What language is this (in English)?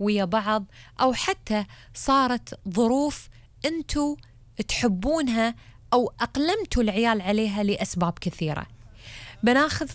Gulf Arabic